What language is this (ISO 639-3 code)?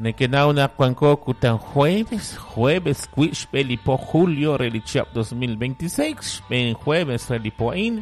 kek